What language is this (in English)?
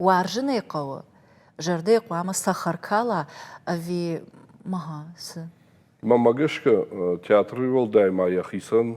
Ossetic